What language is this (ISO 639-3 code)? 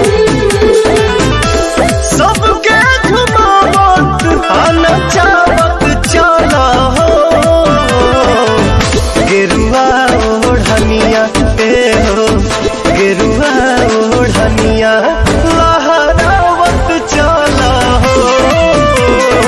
bho